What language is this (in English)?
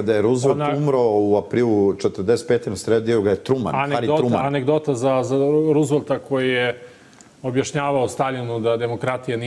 Serbian